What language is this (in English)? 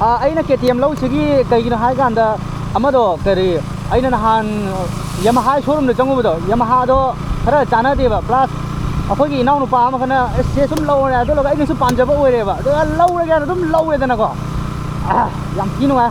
Manipuri